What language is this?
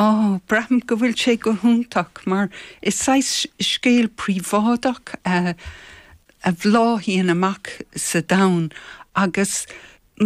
Irish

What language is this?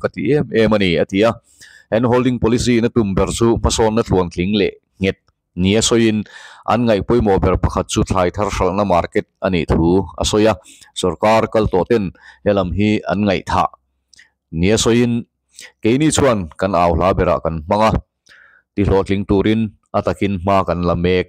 Mizo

